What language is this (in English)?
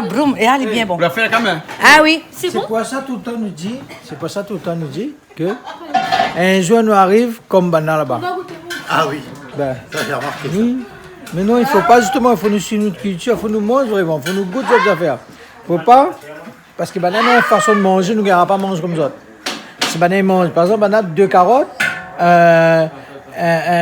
Réunion Creole French